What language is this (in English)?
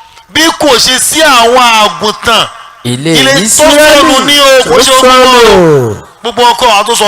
Yoruba